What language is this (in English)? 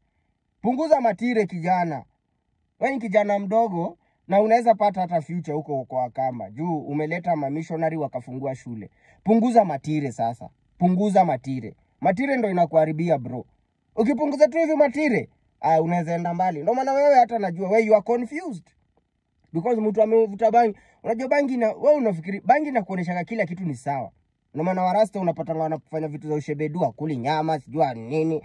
Swahili